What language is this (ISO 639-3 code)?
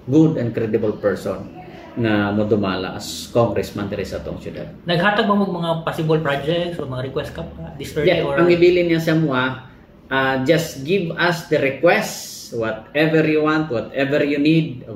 ceb